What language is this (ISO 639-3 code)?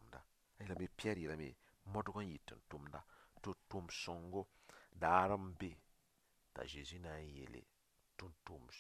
mos